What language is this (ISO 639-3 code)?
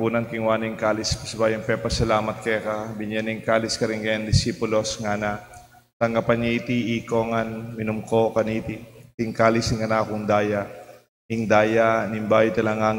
pam